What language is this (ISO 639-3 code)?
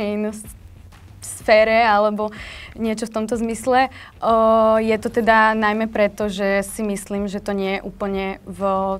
slk